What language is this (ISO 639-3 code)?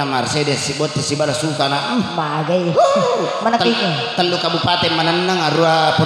bug